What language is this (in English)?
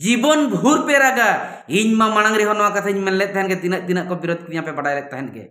Santali